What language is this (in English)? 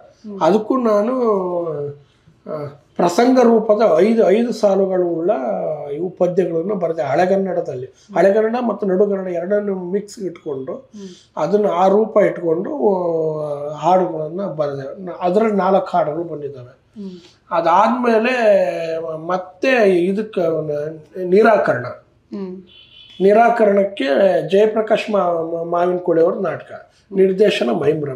Kannada